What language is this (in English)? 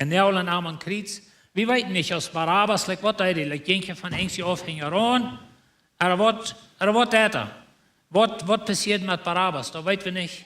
Plautdietsch